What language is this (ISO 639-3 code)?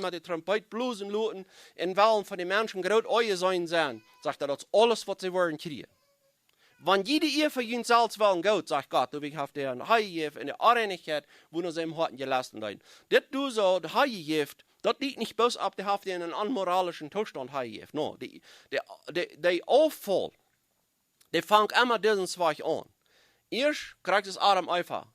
pdt